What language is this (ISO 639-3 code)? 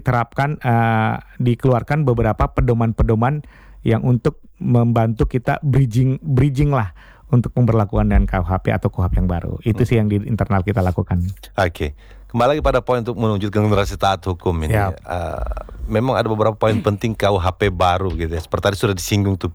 ind